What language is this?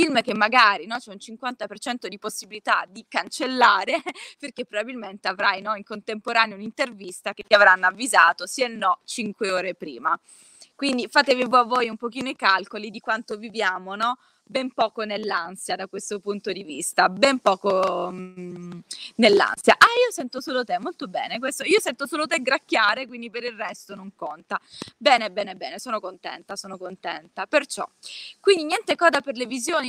Italian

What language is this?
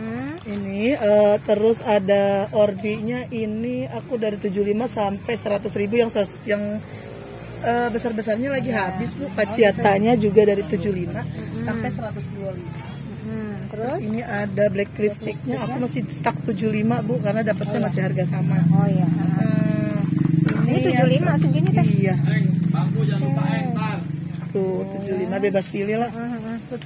Indonesian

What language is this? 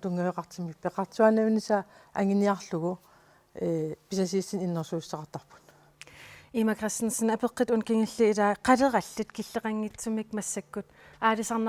Kalaallisut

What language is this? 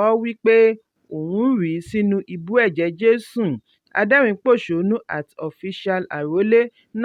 Yoruba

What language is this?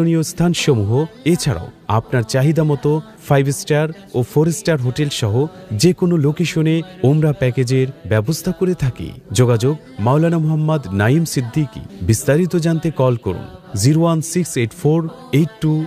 Bangla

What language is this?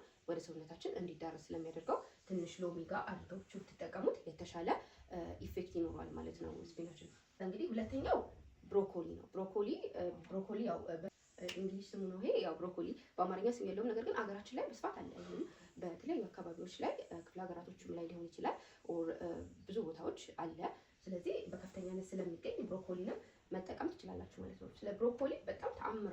Amharic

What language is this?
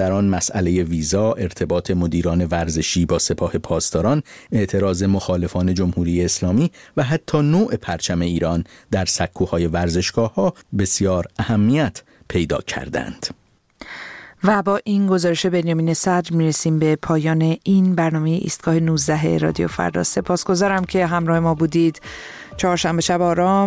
Persian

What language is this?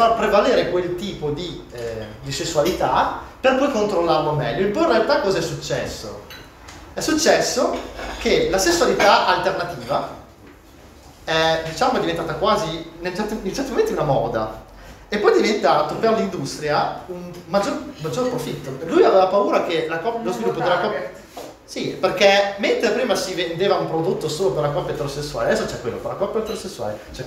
Italian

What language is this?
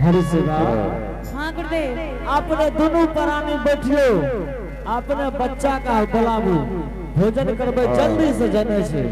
Angika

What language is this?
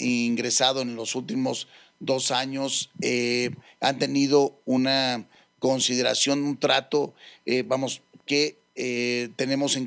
Spanish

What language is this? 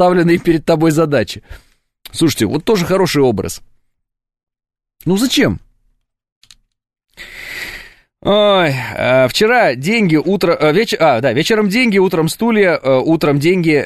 Russian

